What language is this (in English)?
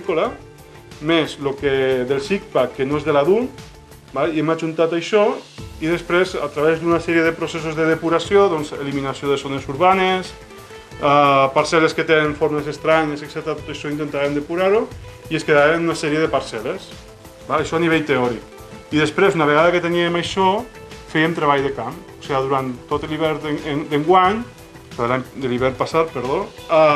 Catalan